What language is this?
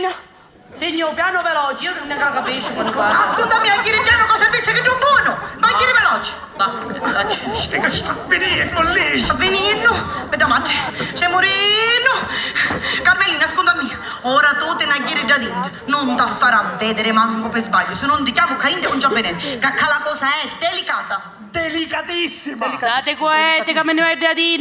Sicilian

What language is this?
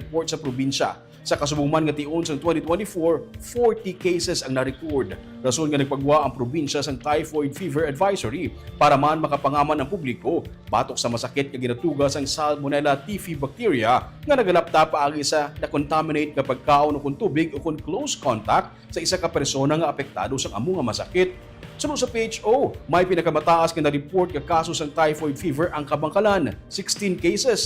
Hiligaynon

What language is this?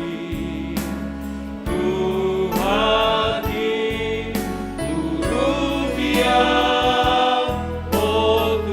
Batak Simalungun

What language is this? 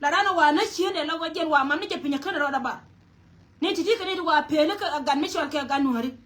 Nuer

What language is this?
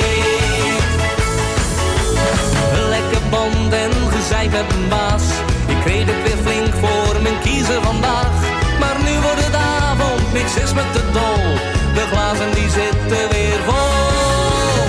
Dutch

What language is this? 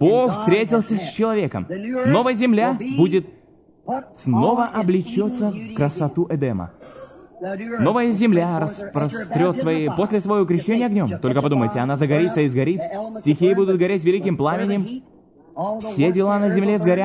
Russian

